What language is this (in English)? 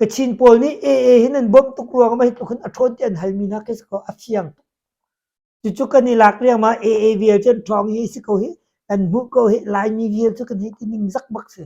Hakha Chin